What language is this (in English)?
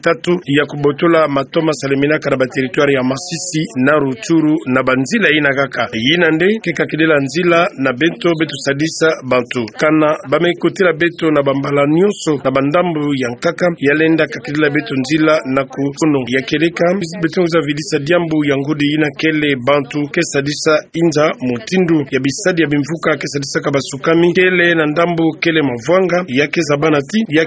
Kituba (Democratic Republic of Congo)